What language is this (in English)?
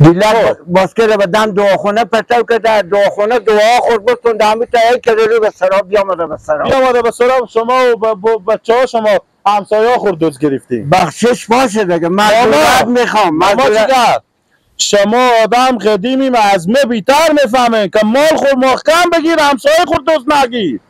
Persian